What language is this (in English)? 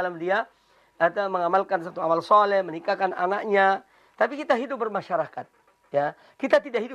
Indonesian